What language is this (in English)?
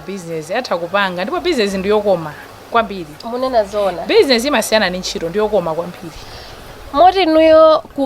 Nyanja